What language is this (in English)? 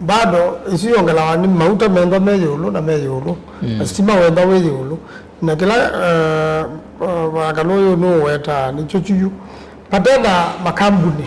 Kamba